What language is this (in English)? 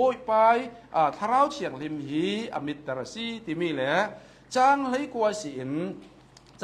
Hakha Chin